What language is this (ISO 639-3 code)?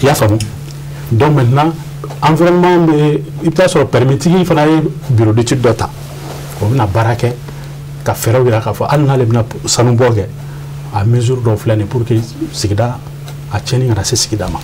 bam